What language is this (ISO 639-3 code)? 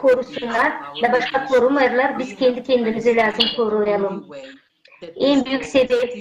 gag